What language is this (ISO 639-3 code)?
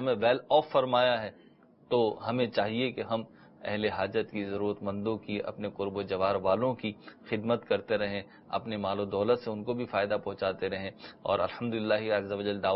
urd